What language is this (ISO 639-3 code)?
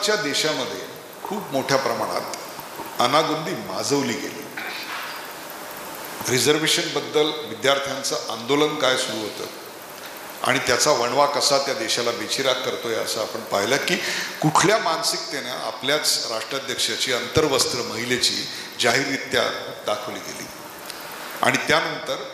mar